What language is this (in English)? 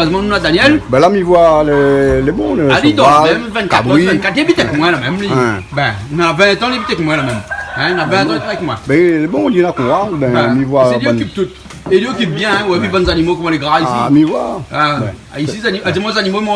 Réunion Creole French